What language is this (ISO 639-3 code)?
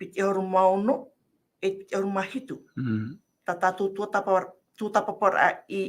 tah